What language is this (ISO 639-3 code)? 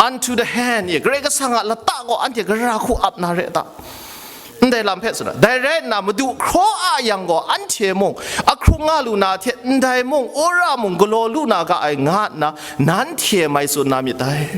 kac